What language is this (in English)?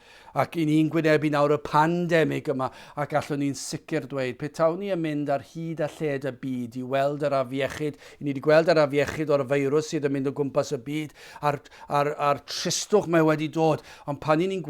Welsh